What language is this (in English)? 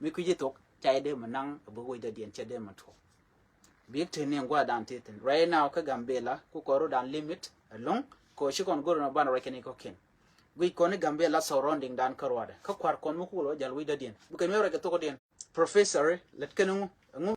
Nuer